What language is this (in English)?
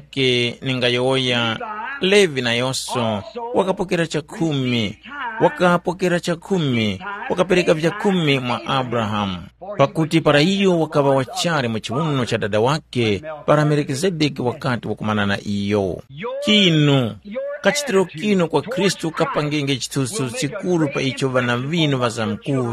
Tumbuka